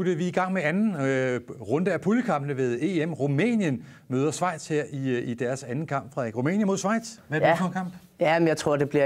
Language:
Danish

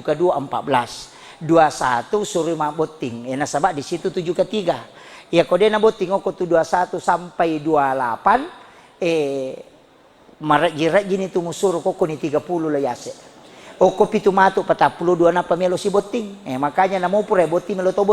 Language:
Buginese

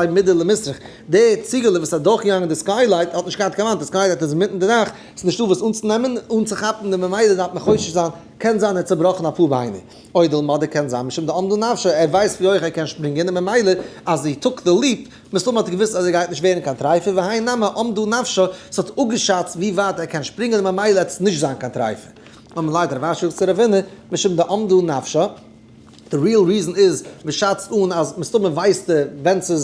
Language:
Yiddish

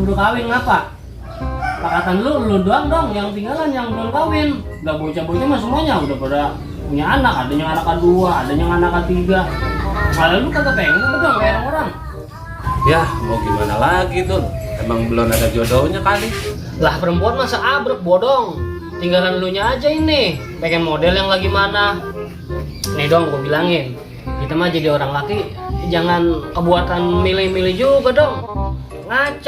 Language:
Betawi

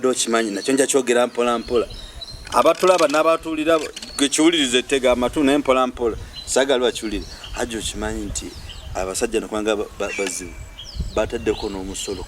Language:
Ganda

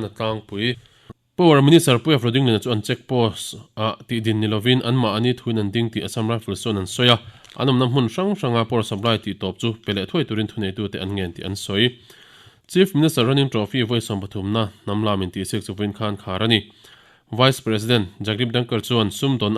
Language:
Mizo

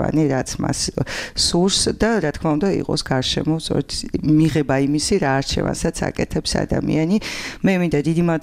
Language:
Georgian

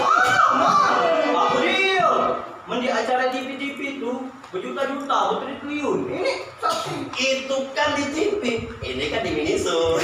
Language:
Musi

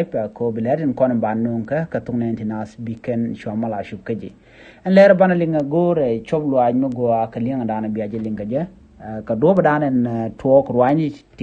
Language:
Nuer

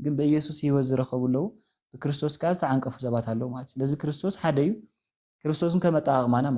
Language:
Tigrinya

